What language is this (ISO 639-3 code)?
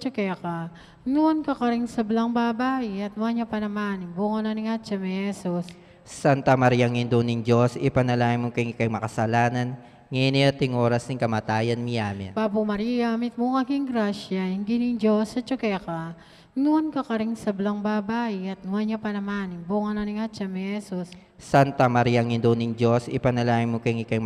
pam